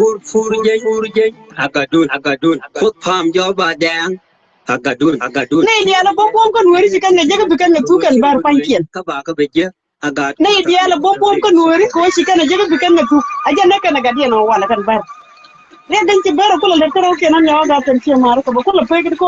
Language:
Nuer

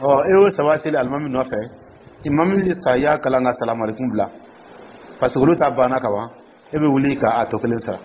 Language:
Dyula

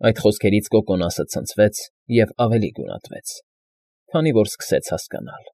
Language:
Armenian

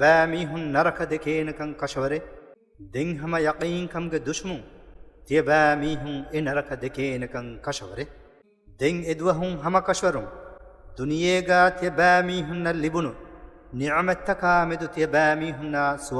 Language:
Divehi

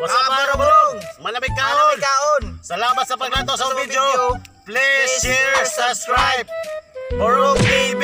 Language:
Cebuano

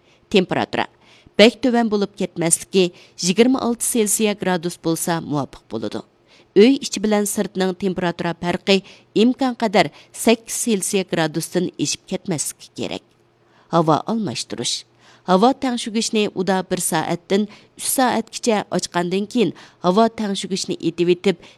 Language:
Uyghur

